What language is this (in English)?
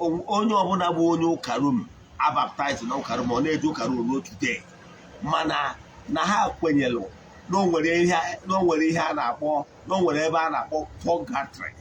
Igbo